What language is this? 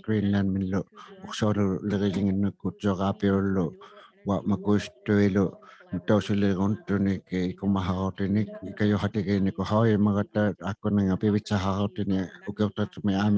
Inuktitut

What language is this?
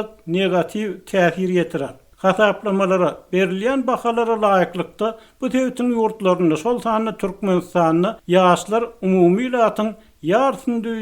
Turkmen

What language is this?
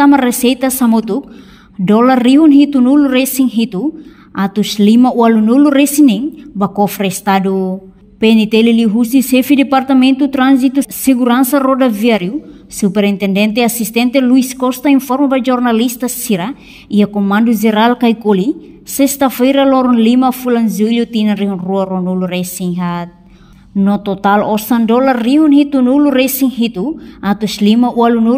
Tetum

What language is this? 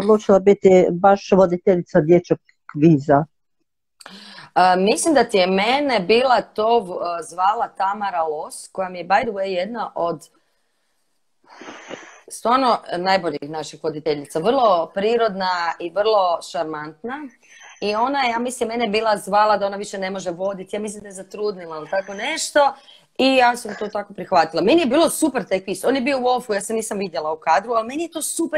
Croatian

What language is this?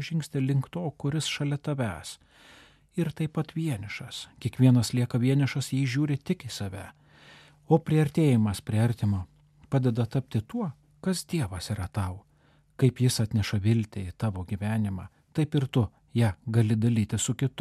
Lithuanian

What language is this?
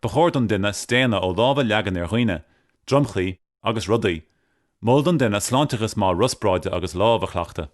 Irish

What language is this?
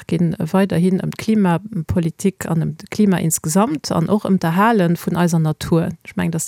Luxembourgish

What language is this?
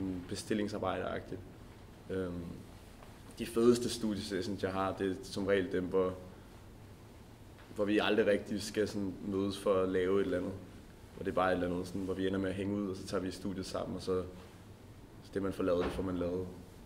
Danish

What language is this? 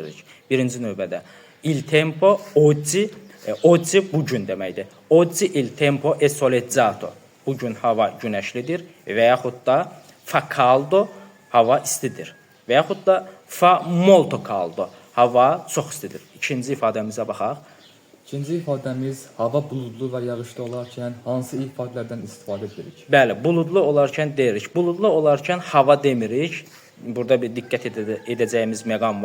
Azerbaijani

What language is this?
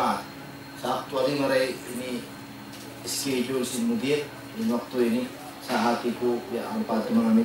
Tausug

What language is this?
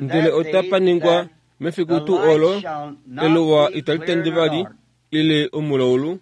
Kuanyama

